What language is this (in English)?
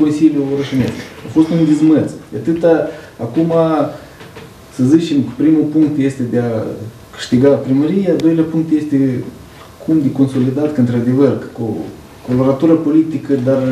Romanian